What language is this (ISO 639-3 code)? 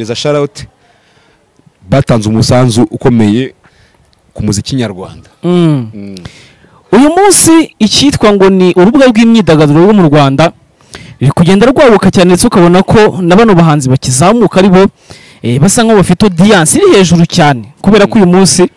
kin